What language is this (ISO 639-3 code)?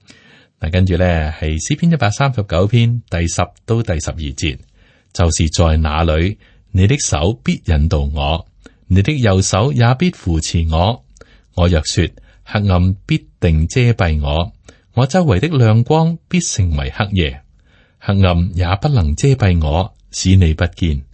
yue